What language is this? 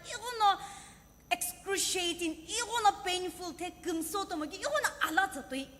Sumi Naga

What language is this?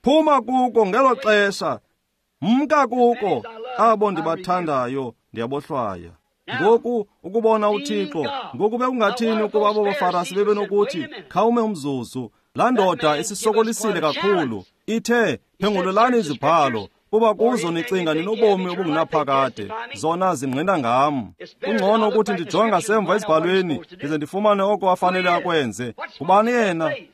Xhosa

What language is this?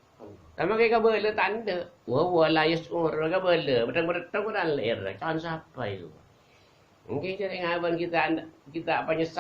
Madurese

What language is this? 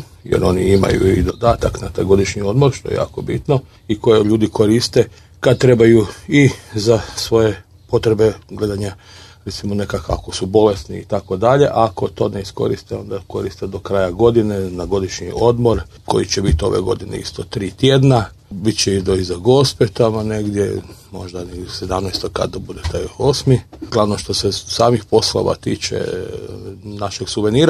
Croatian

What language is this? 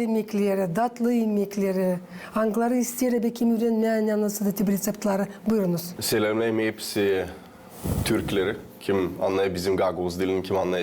Gagauz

